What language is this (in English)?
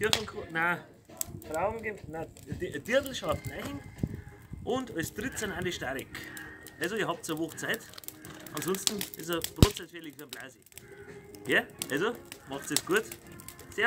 Bavarian